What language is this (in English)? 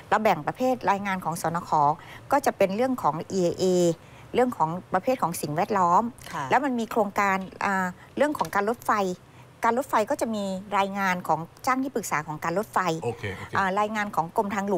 Thai